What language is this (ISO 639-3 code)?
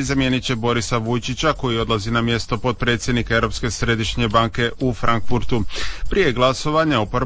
hrv